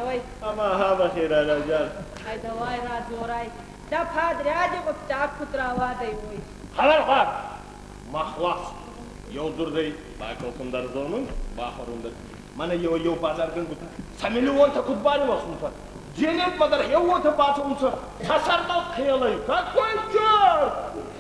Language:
Ossetic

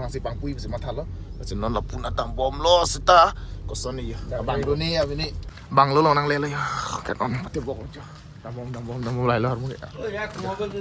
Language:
Karbi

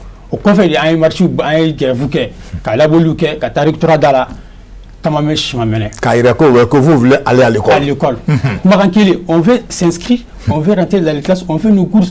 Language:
Bambara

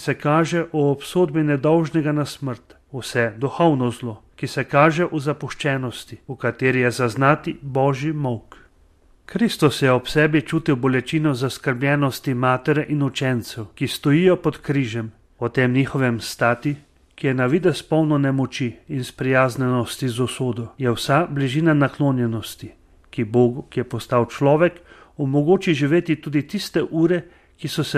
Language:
Slovenian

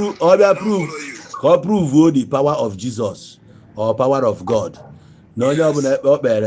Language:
Igbo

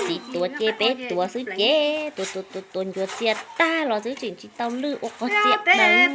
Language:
Hmong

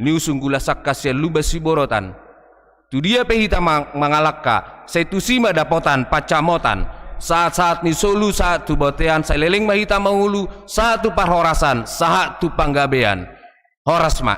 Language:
Batak Toba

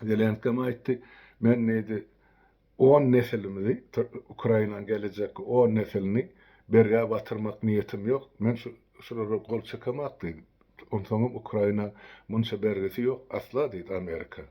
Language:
Turkmen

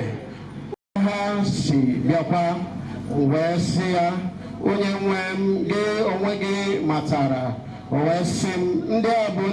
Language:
Igbo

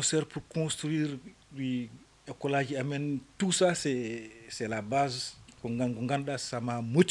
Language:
Fula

